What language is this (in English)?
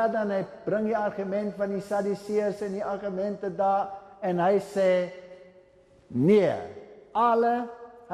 Afrikaans